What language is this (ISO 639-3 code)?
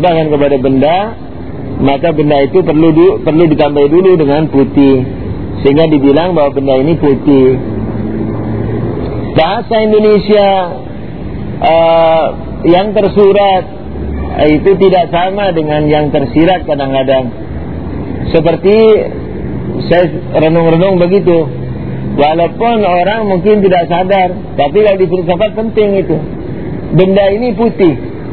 ind